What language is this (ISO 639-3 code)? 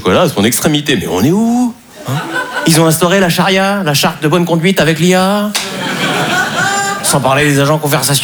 fra